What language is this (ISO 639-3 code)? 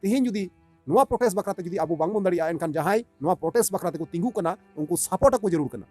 sat